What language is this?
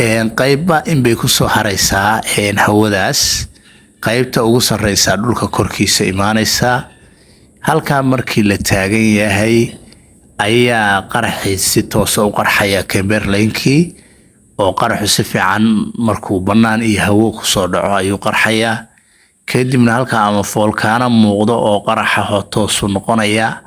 Somali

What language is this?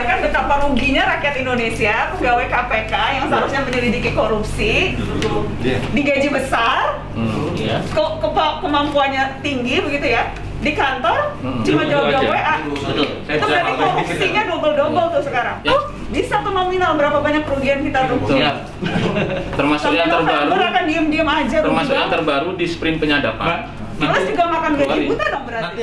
Indonesian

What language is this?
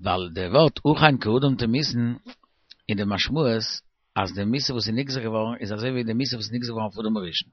Yiddish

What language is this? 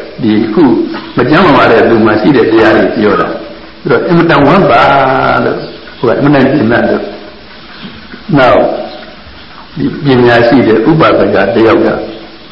Burmese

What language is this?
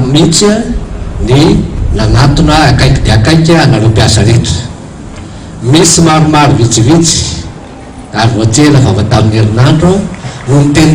Malagasy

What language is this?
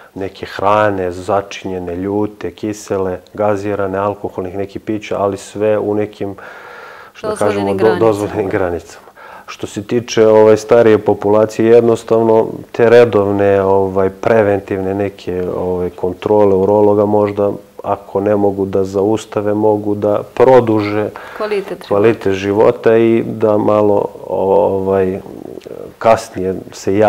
Serbian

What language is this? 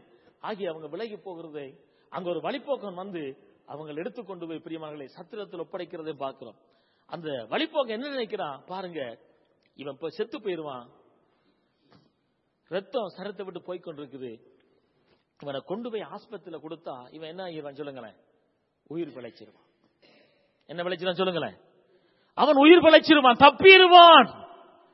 Tamil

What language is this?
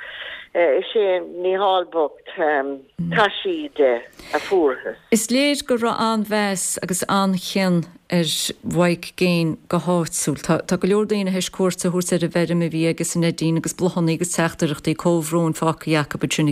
Irish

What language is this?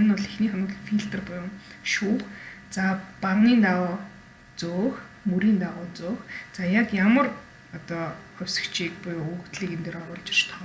Mongolian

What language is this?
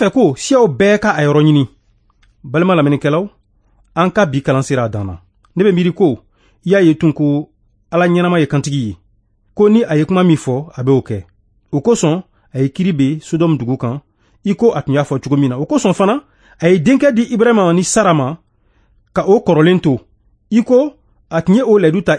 Bambara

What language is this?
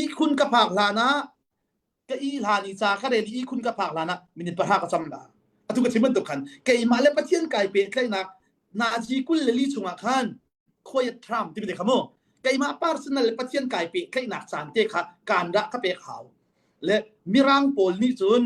Hakha Chin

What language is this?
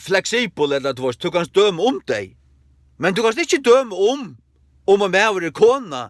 Faroese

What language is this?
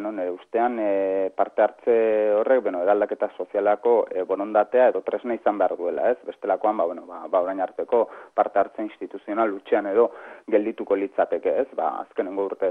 Basque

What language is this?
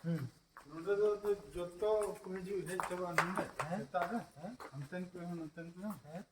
Santali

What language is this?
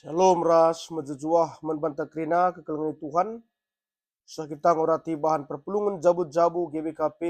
Batak Karo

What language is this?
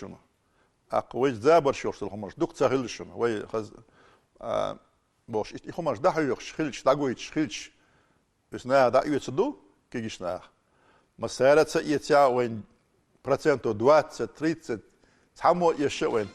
Chechen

